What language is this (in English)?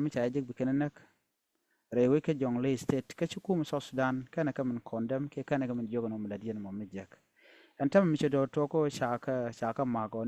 Nuer